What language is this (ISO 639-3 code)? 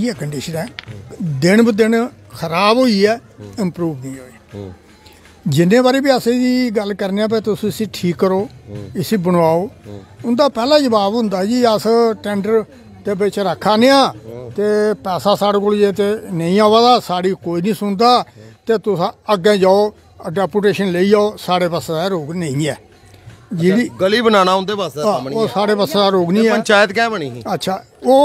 doi